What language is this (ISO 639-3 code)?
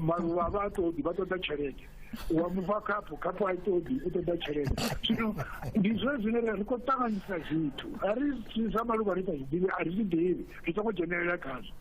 ven